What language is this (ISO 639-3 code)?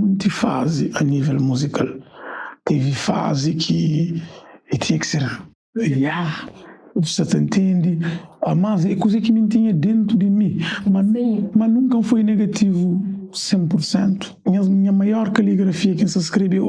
kea